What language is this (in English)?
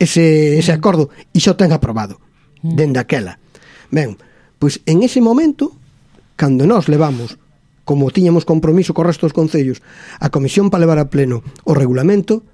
Galician